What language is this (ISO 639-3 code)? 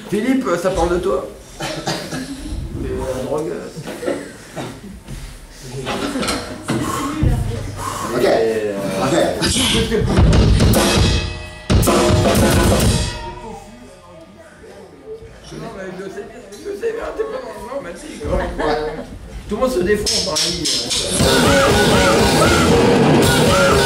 fra